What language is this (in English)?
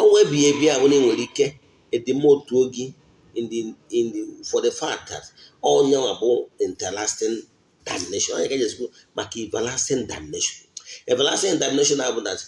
Igbo